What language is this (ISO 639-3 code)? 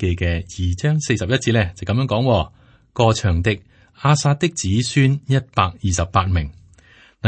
yue